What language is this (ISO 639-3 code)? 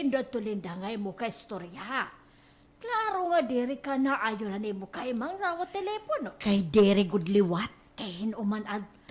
war